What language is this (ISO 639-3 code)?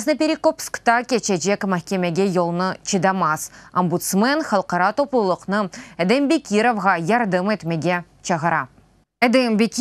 crh